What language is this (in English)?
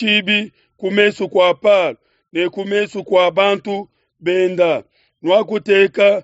Luba-Lulua